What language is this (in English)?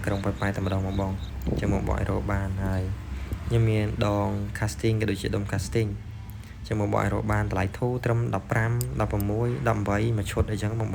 Khmer